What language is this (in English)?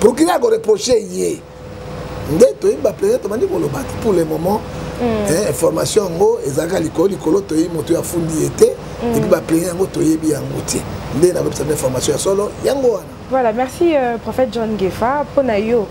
Lingala